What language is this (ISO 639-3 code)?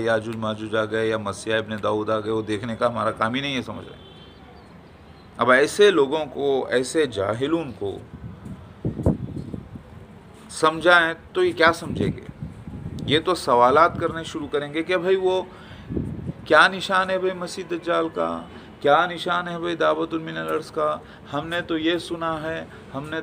urd